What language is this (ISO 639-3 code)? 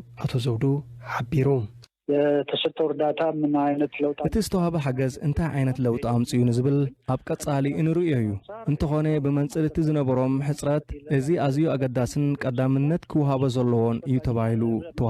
tir